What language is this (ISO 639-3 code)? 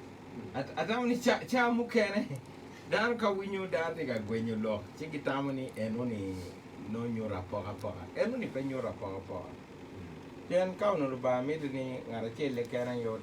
ach